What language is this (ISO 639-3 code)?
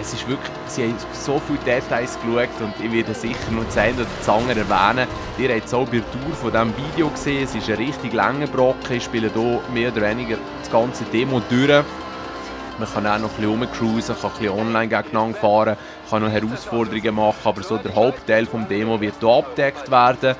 gsw